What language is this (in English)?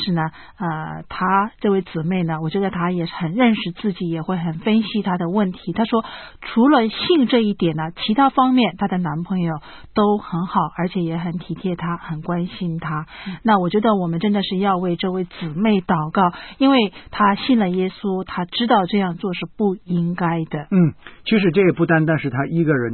Chinese